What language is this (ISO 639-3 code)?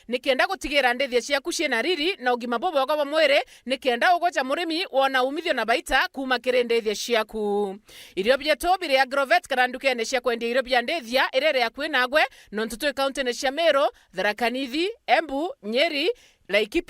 mer